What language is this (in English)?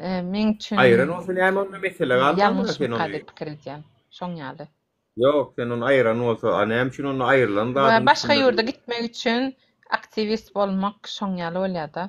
Turkmen